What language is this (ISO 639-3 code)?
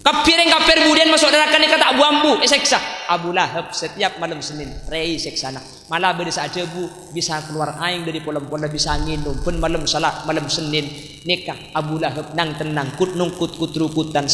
mad